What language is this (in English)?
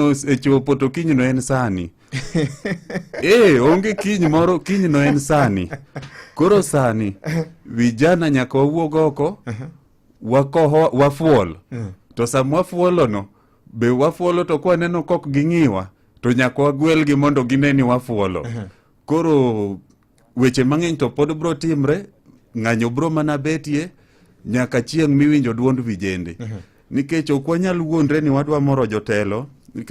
Luo (Kenya and Tanzania)